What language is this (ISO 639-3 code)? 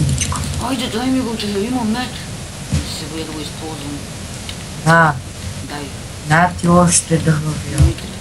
bul